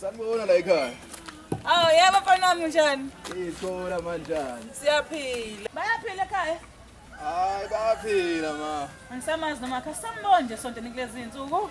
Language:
Zulu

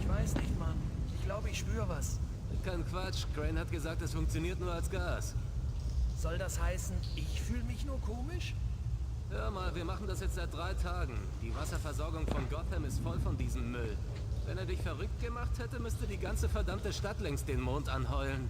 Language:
Bavarian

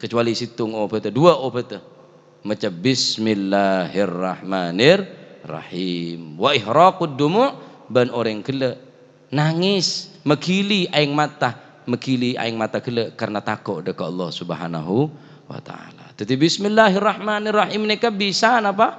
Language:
Madurese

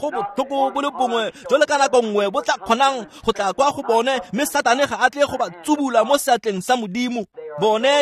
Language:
Tswana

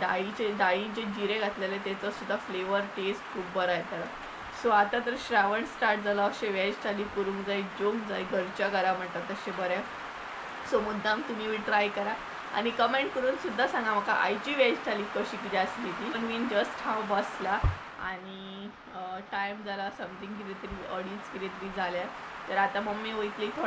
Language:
Konkani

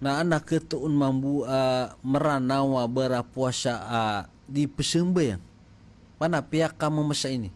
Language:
Maranao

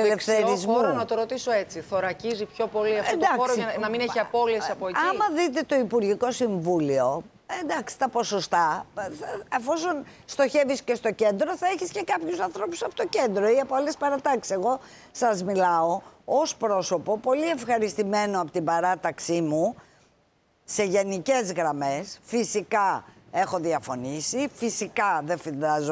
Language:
Greek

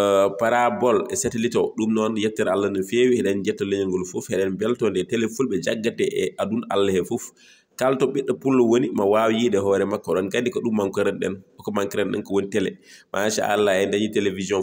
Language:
Fula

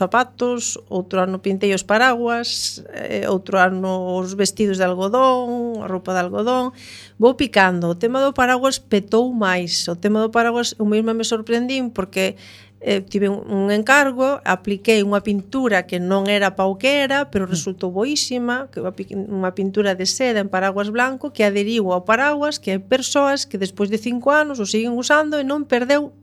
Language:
Galician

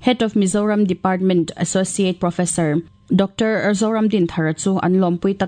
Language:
Mizo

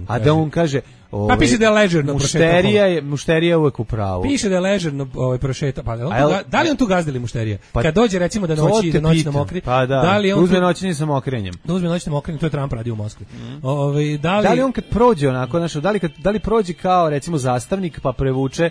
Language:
Serbian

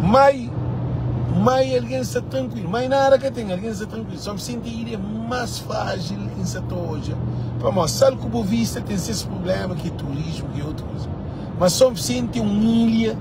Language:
Kabuverdianu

